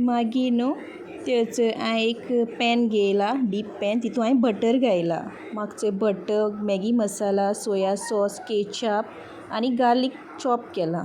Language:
Konkani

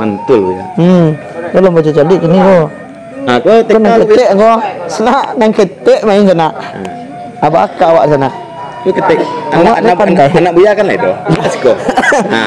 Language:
Minangkabau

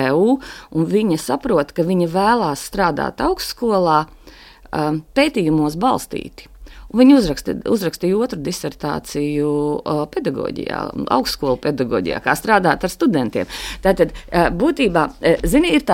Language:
Latvian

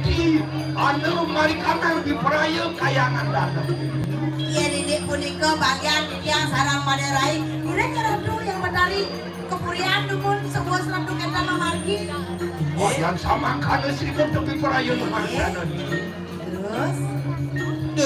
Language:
Balinese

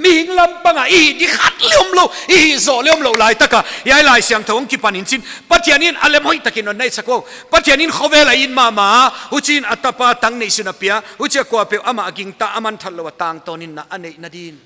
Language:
Paite Chin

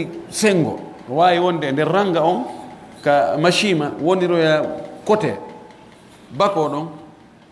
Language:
Pular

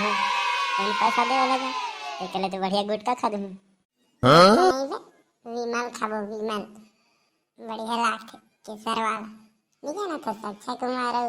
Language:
Chhattisgarhi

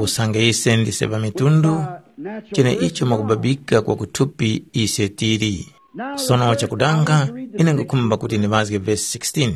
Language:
Tumbuka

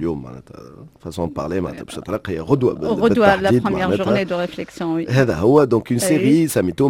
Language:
Tunisian Arabic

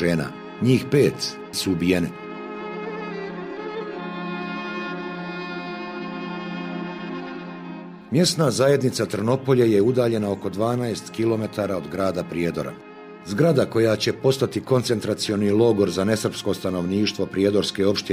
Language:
Bosnian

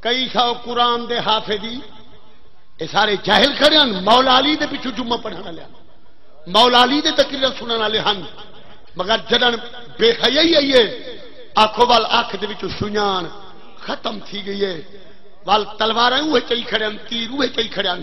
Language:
Saraiki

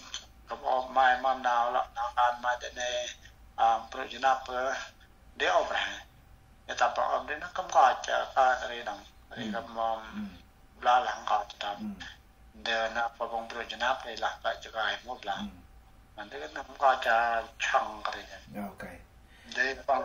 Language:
Central Mnong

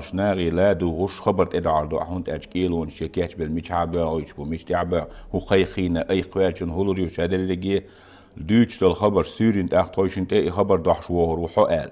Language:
Chechen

